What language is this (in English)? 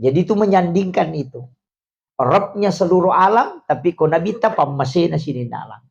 Buginese